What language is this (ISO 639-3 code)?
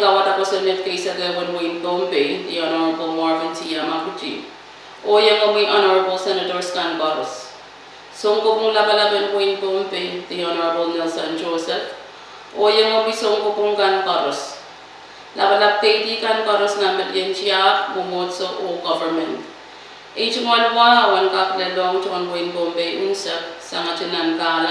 pon